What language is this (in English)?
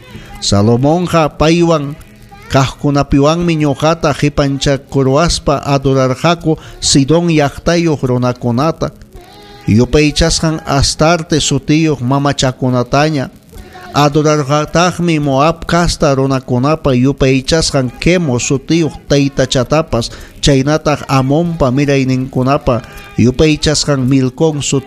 Ayacucho Quechua